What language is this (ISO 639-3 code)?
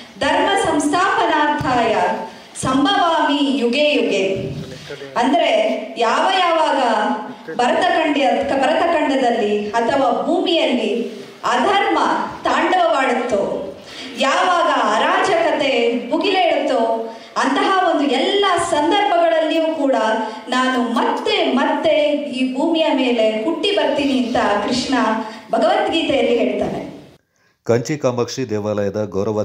kan